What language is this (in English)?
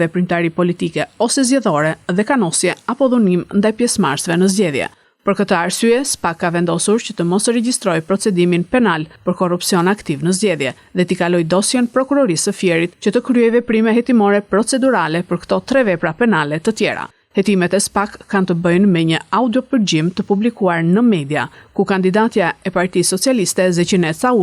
Albanian